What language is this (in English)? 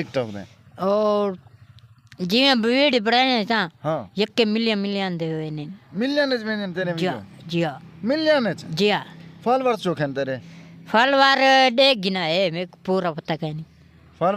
Saraiki